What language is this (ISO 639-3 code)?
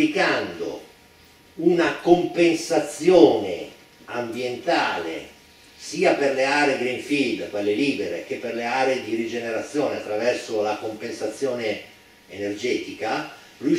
ita